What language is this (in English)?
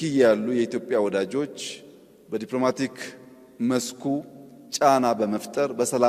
Amharic